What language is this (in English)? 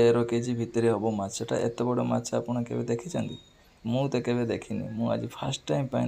Odia